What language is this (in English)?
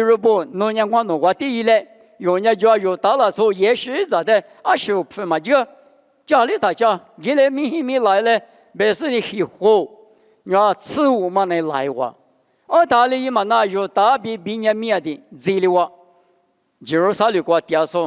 Lisu